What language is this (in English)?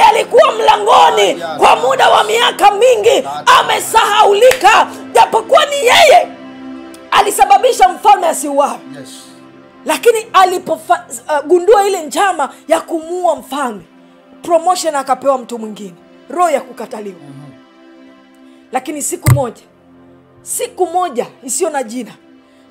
Swahili